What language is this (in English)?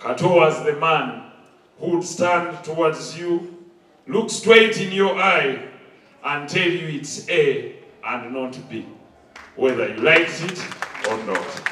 Ganda